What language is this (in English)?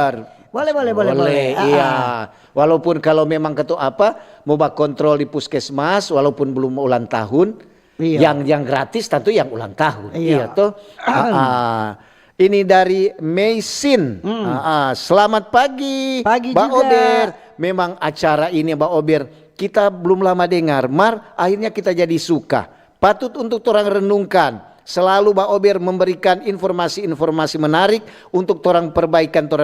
Manado Malay